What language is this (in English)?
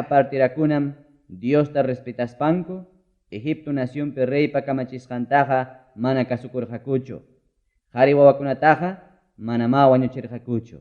Ayacucho Quechua